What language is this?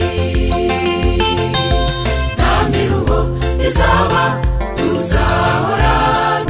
Kinyarwanda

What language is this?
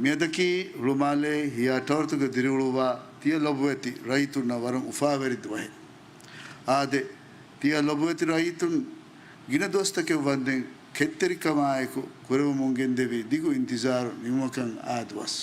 Divehi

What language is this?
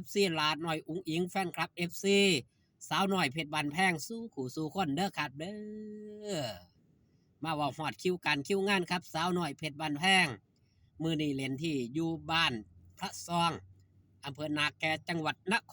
Northeastern Thai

